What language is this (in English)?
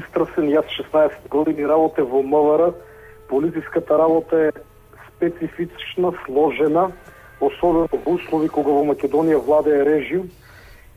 Macedonian